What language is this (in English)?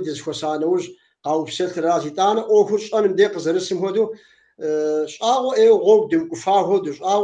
Kabardian